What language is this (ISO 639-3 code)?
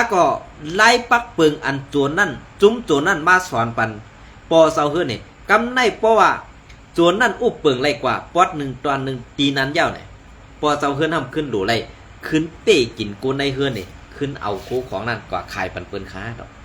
shn